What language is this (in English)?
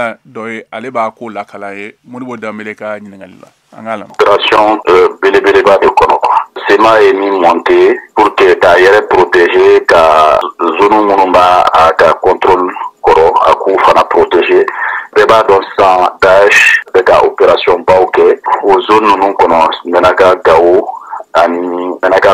Bambara